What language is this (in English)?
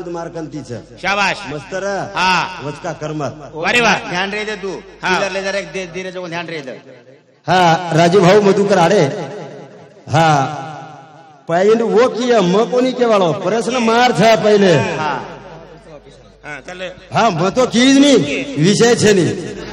Lambadi